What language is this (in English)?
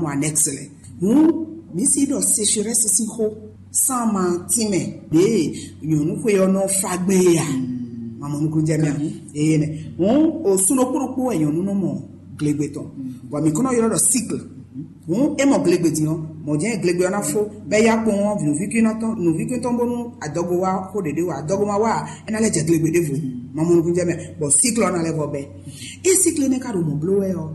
Fon